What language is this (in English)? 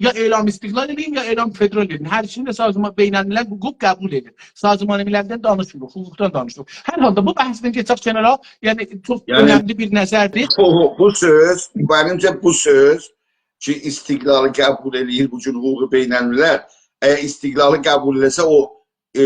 South Azerbaijani